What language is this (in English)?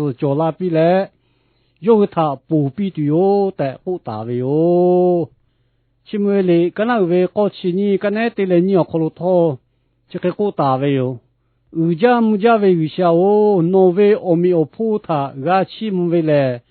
Lahu